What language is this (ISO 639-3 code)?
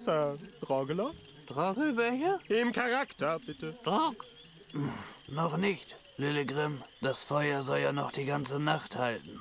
gsw